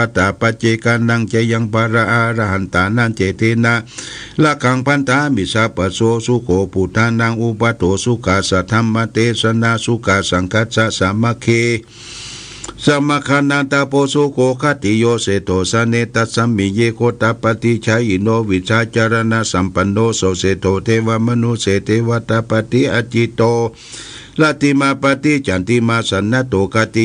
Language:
Pali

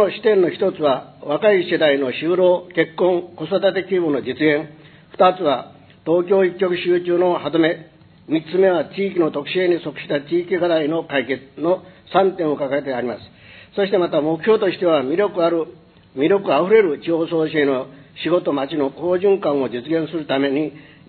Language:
Japanese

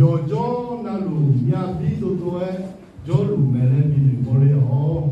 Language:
Akha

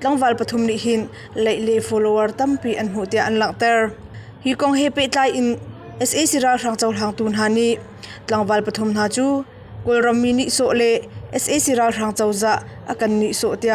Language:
Hakha Chin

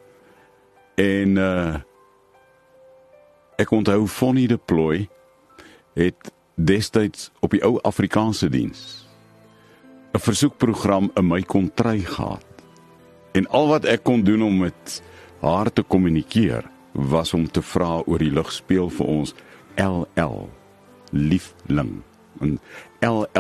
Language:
Afrikaans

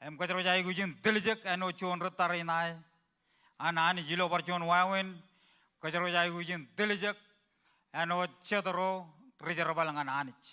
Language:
Marshallese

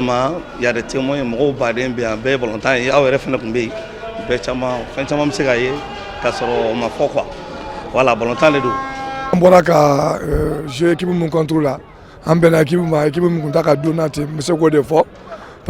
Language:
Bambara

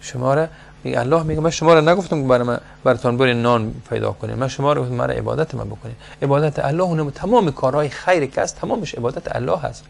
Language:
Persian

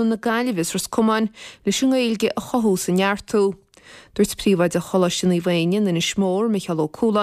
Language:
Irish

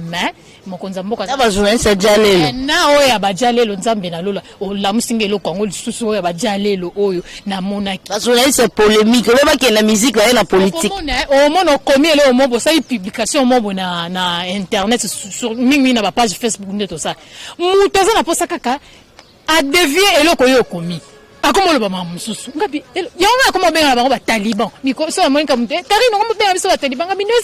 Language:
Lingala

